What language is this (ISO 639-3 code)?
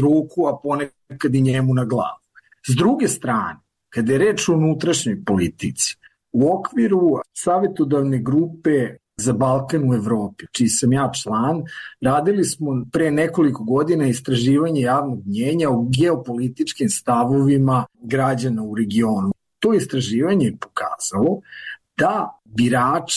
srp